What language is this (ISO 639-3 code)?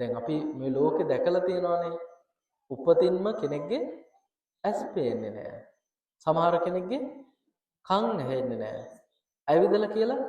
sin